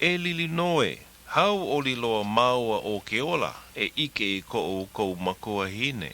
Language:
Hawaiian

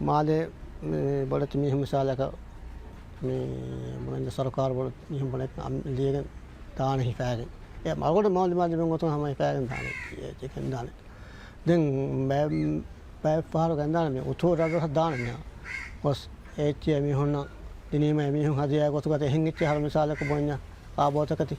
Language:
Divehi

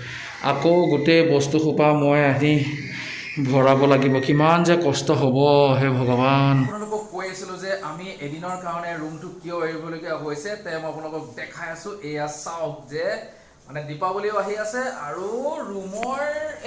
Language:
Assamese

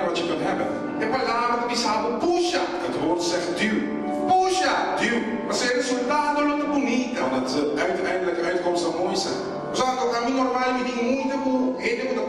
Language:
Papiamento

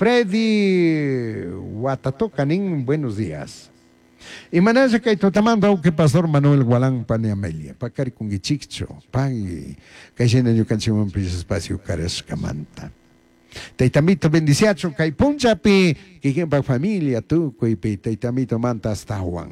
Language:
Chimborazo Highland Quichua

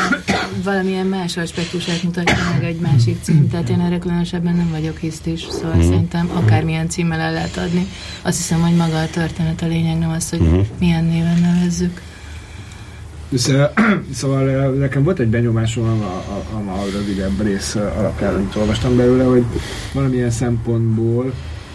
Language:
Hungarian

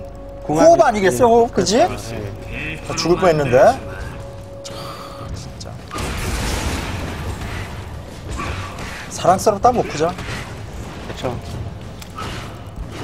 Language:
Korean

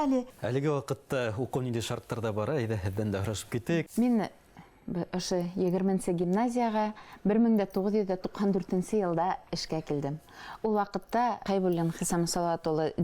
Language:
Bashkir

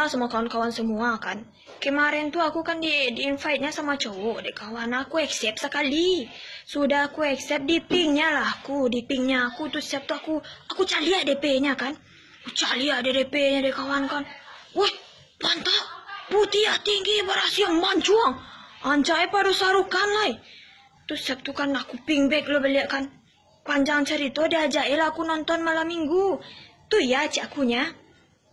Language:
Minangkabau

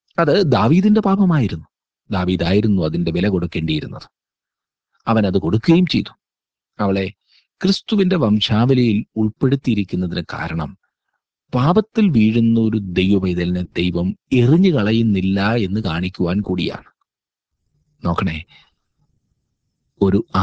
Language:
Malayalam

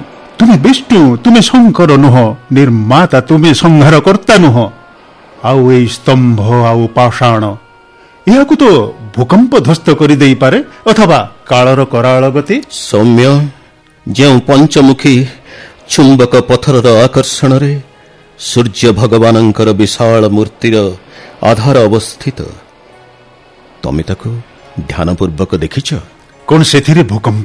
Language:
Odia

